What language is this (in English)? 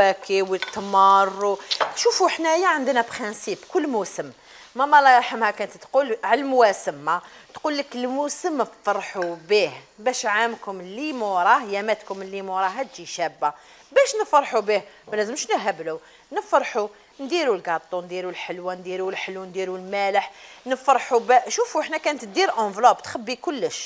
Algerian Arabic